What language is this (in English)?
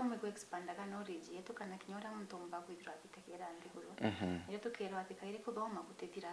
Meru